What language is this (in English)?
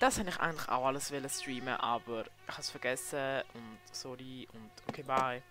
Swiss German